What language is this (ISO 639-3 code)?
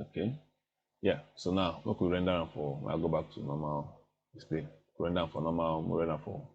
pcm